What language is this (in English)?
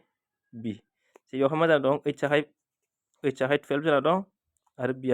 Bodo